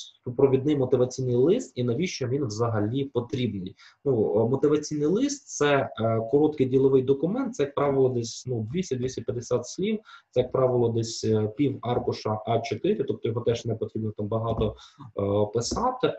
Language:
Ukrainian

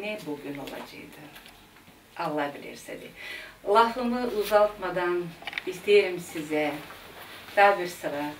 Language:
Gagauz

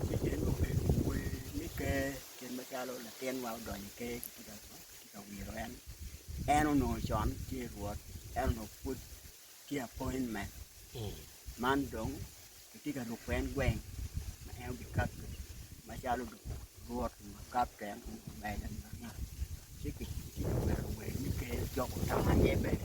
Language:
Acoli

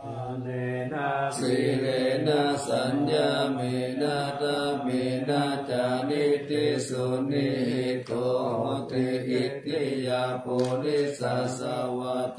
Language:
Pali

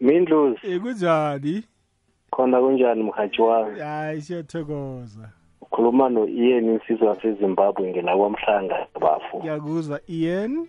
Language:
South Ndebele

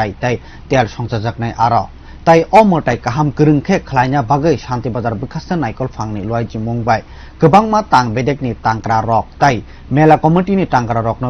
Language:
Kok Borok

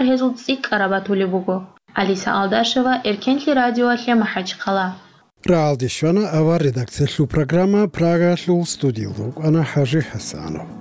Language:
Avaric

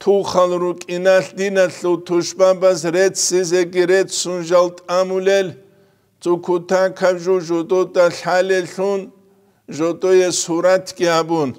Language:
Avaric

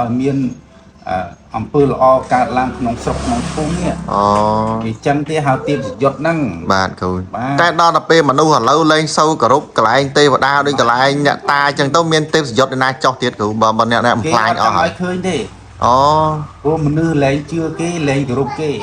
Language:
Khmer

